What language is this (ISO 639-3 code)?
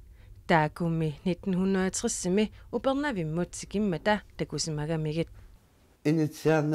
kal